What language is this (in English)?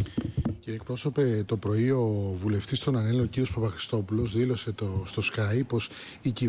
Greek